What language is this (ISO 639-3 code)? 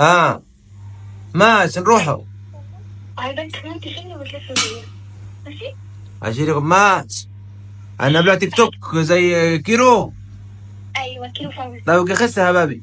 arz